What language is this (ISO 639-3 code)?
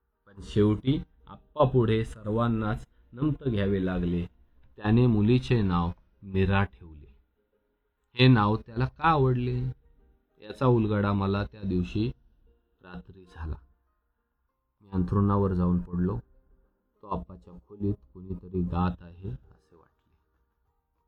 mar